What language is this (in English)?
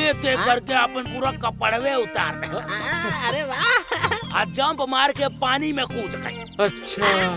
Bhojpuri